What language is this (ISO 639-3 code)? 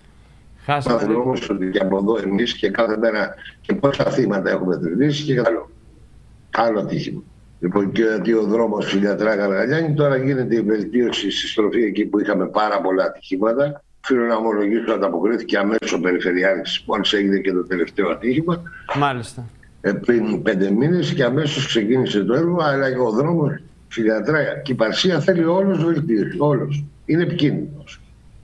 ell